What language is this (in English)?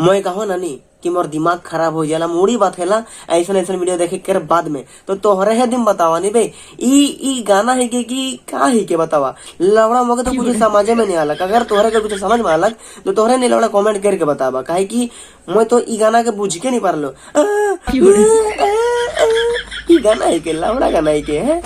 Sadri